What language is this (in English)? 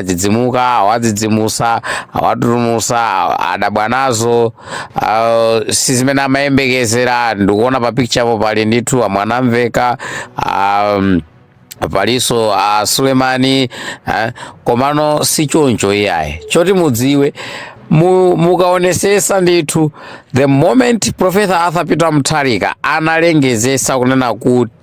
Nyanja